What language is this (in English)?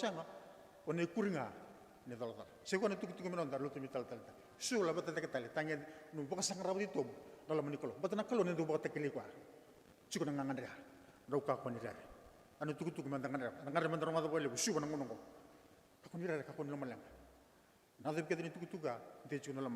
Fijian